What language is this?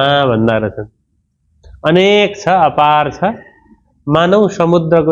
Nepali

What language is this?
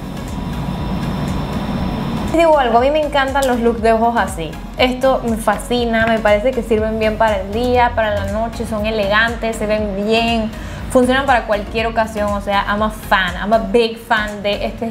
Spanish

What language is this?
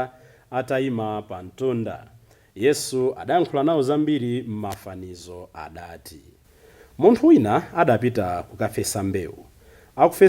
Nyanja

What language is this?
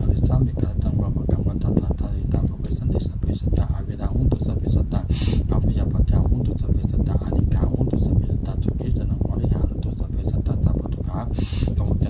Pali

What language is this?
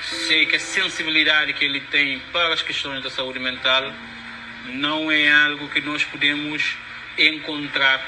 Kabuverdianu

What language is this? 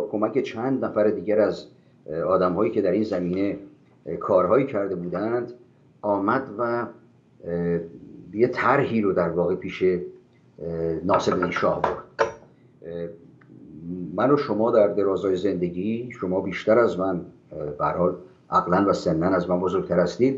Persian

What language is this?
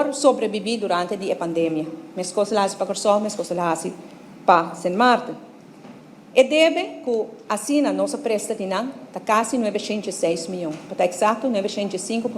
Papiamento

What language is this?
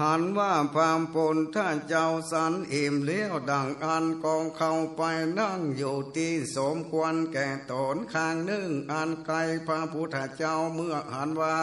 Northern Thai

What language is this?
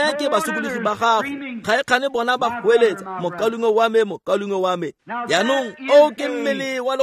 Tswana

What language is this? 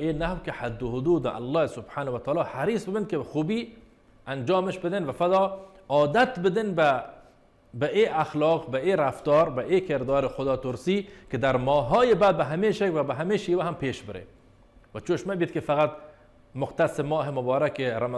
Baluchi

